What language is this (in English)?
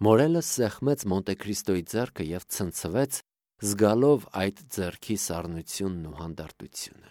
Armenian